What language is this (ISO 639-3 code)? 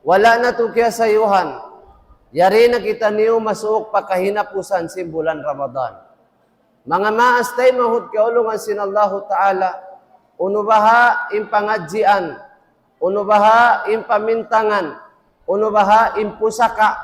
tsg